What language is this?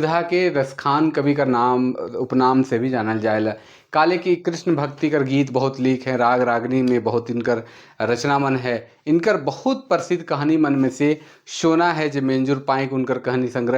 Sadri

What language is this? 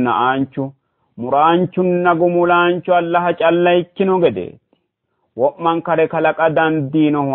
Sidamo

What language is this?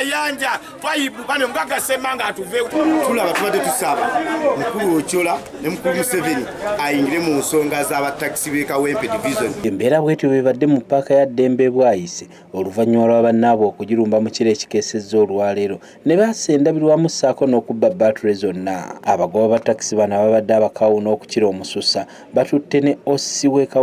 Ganda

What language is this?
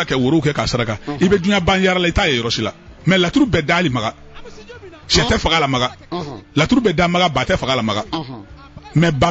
Bambara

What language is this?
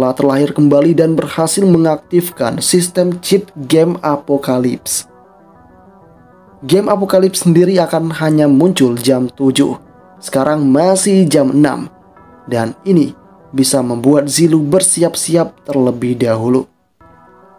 Indonesian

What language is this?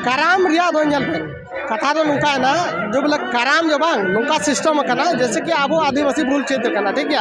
Santali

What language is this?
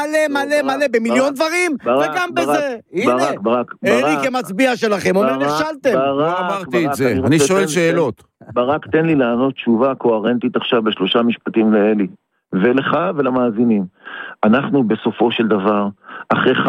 Hebrew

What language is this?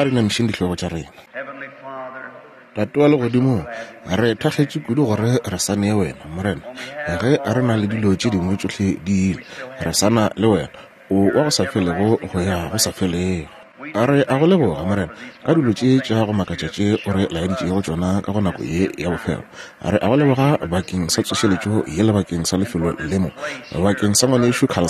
Northern Sotho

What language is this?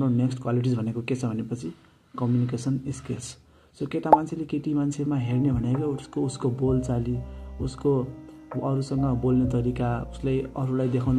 Nepali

